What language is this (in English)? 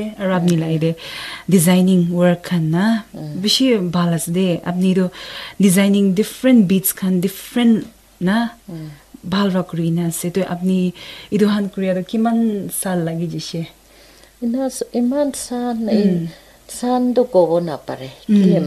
Naga Pidgin